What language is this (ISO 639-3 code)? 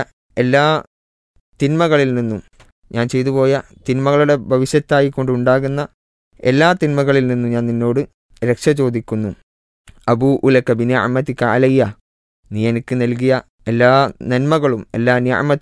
mal